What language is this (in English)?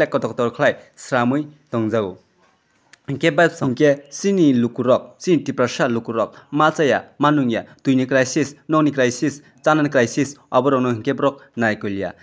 Kok Borok